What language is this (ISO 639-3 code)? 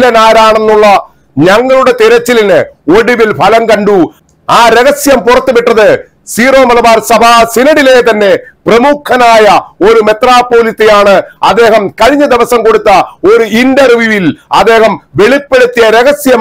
mal